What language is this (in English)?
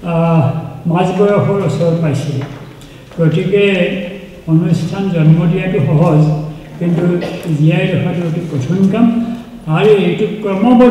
Assamese